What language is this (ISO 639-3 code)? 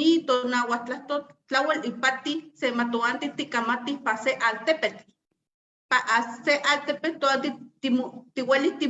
nhe